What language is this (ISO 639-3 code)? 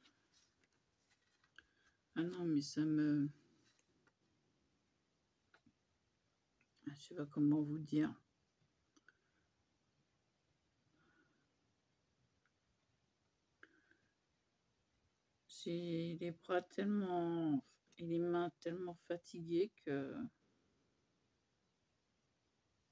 fra